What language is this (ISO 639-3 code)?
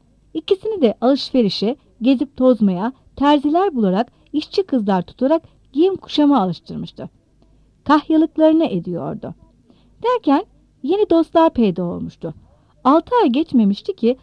tur